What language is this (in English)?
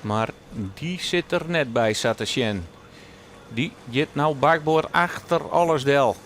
Western Frisian